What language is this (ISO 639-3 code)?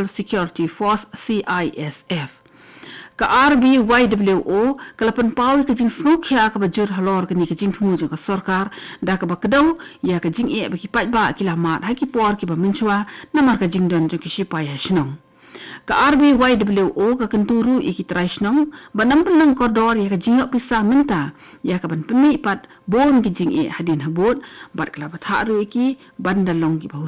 kha